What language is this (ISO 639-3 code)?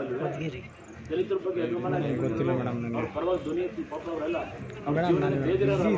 kan